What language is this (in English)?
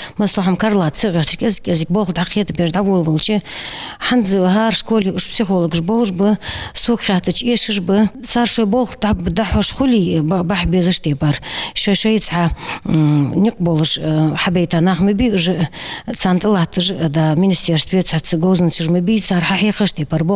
Ingush